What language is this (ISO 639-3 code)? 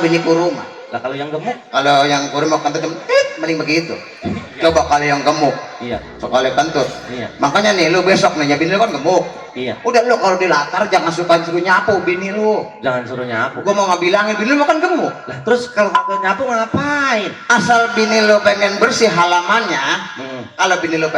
bew